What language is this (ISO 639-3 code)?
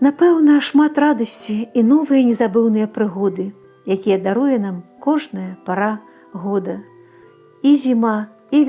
bel